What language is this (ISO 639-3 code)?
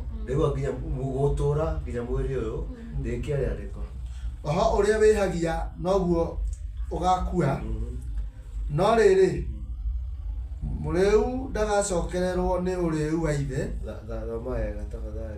kik